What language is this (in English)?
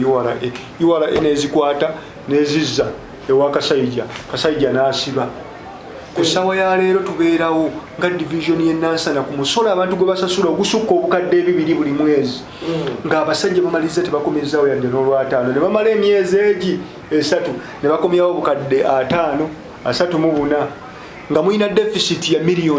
Ganda